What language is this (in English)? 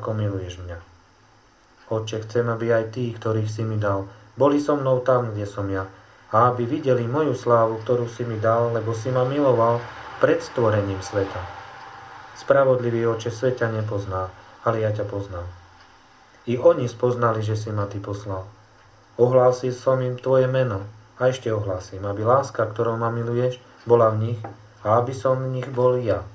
Slovak